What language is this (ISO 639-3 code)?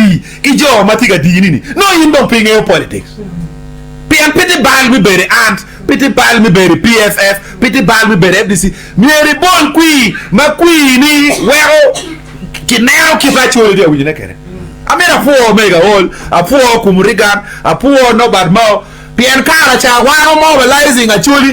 ach